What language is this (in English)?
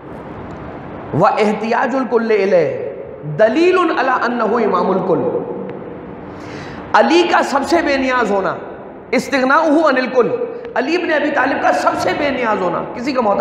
Urdu